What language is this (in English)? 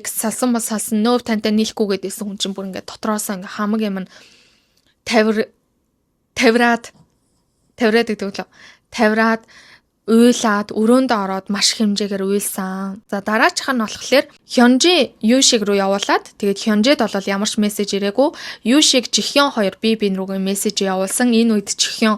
Mongolian